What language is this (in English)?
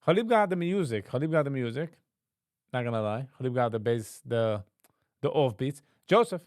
Yiddish